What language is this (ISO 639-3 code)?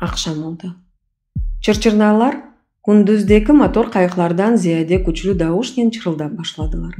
crh